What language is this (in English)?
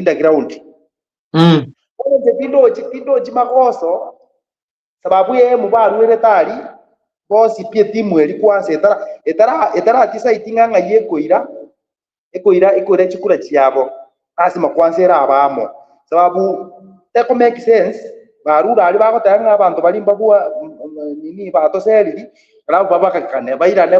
Gusii